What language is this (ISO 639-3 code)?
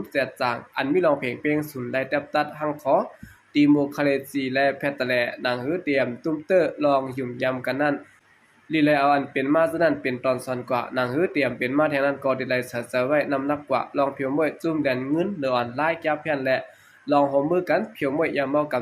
shn